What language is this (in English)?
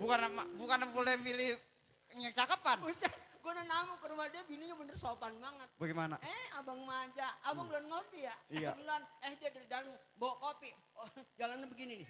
Betawi